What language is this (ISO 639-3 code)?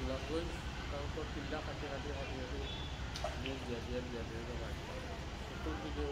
syl